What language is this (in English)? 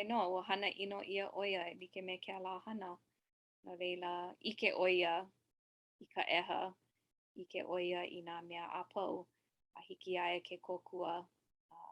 Hawaiian